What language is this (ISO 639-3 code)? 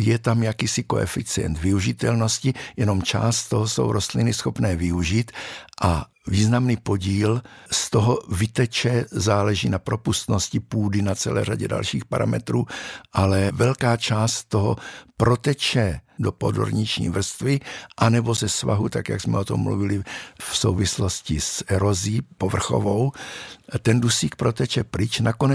ces